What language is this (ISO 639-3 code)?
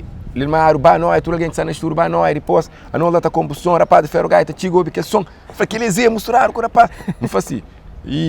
kea